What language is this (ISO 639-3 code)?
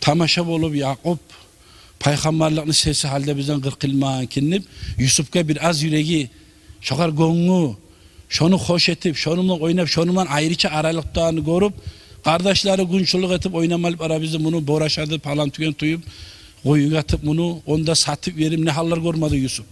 kum